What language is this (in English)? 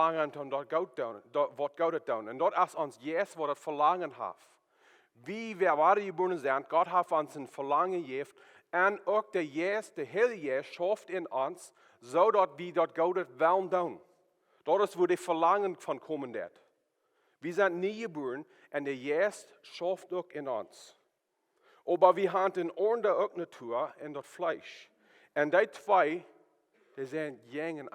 Plautdietsch